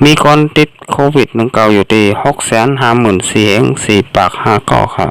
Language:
Shan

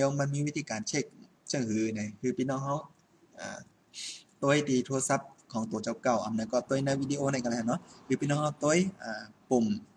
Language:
Shan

